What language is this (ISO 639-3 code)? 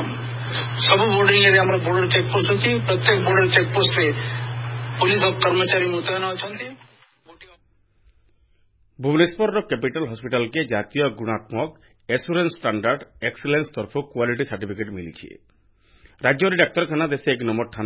ori